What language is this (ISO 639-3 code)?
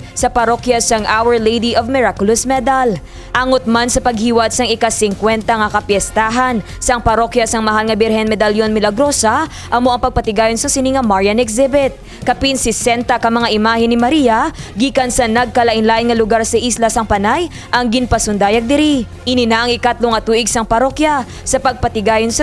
hil